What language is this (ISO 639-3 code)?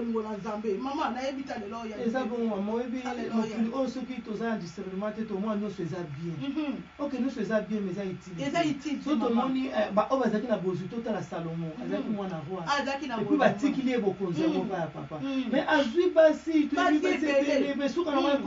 lin